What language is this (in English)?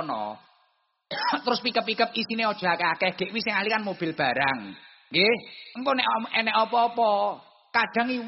Javanese